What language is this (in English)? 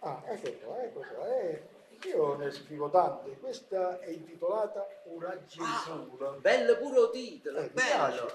Neapolitan